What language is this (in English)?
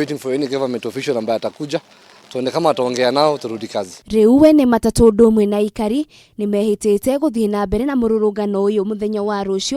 Kikuyu